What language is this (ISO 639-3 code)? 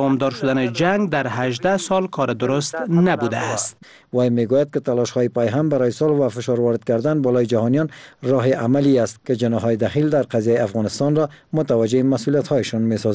fas